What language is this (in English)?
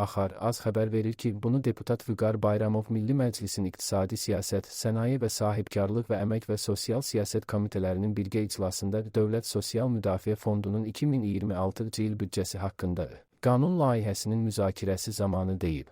Azerbaijani